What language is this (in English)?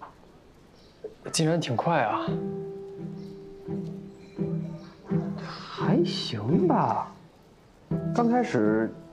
Chinese